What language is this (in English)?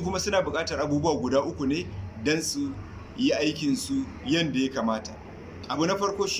Hausa